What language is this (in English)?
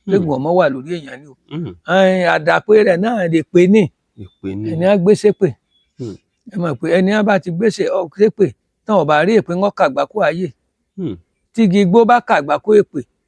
Yoruba